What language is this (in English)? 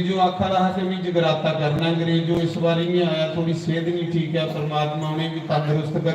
Dogri